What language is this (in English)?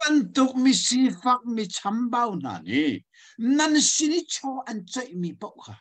Hakha Chin